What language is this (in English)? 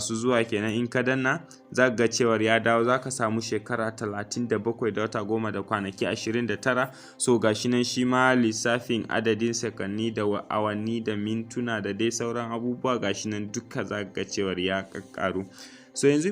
Hausa